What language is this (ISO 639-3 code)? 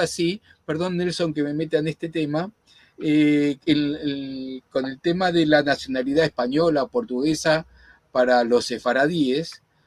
lad